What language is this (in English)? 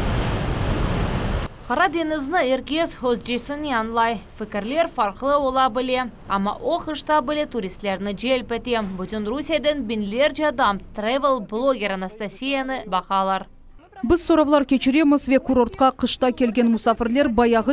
Crimean Tatar